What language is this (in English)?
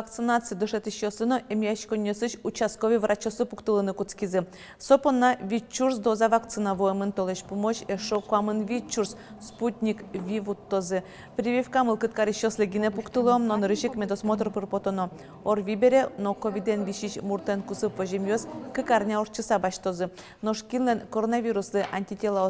Udmurt